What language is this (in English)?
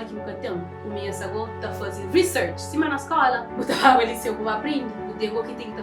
Kabuverdianu